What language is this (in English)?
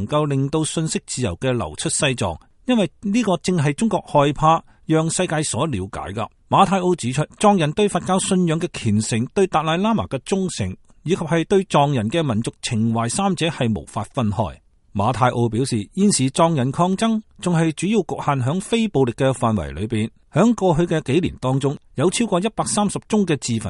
Cantonese